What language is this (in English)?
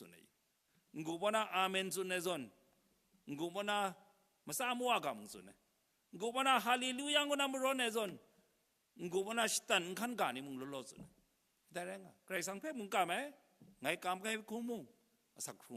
Kachin